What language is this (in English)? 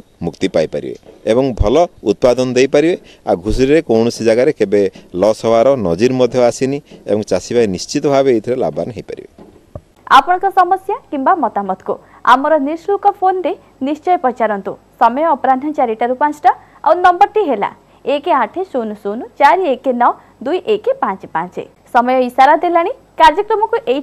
Odia